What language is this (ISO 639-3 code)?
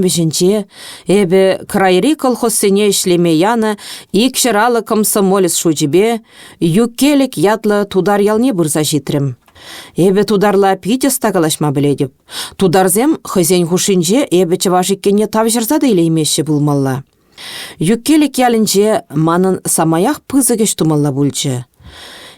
chv